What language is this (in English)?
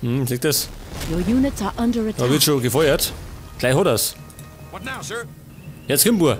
Bavarian